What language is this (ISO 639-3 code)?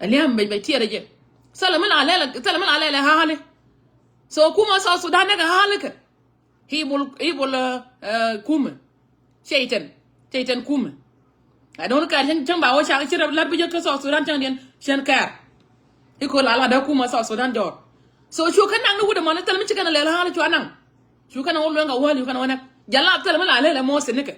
nus